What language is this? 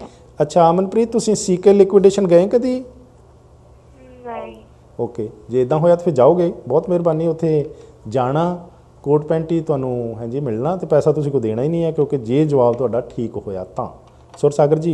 Punjabi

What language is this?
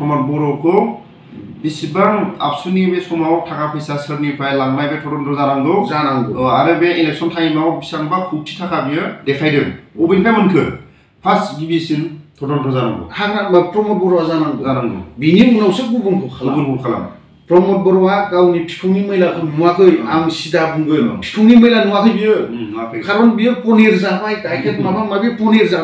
Bodo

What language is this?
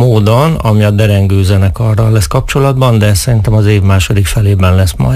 Hungarian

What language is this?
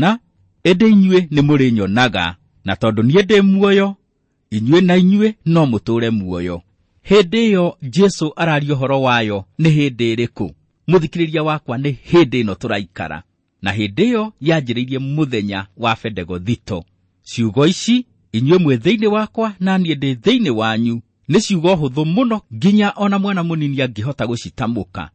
Kikuyu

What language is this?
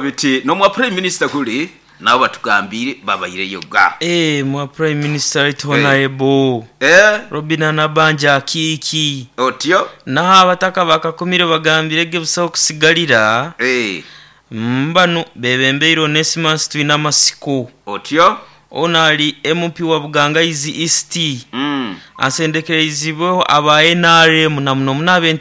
Nyoro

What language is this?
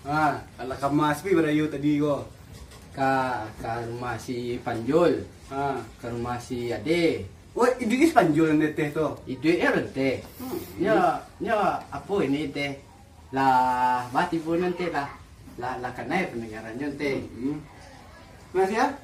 Minangkabau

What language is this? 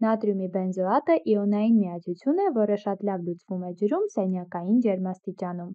Armenian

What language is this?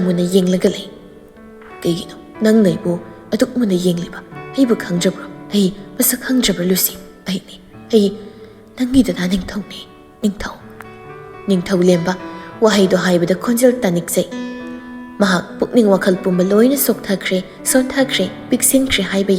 Manipuri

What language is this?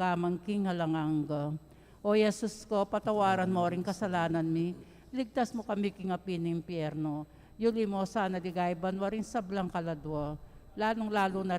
Pampanga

